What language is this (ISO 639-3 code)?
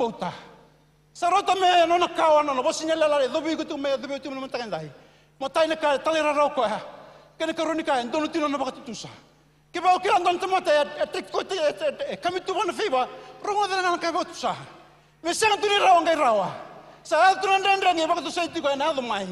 fij